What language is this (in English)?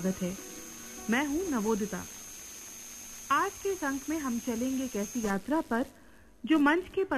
Hindi